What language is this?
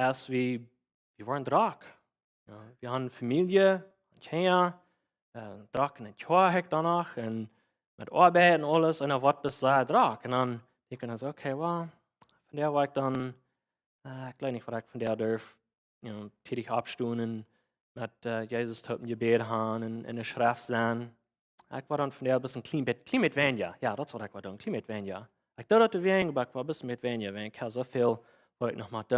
Plautdietsch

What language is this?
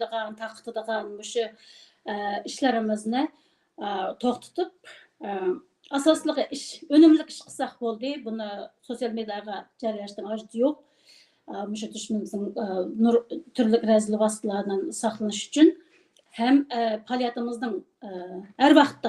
Uyghur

